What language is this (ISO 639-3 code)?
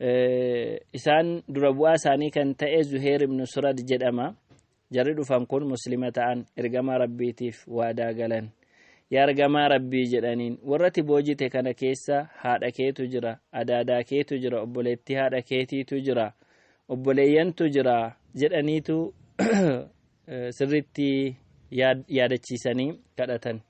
orm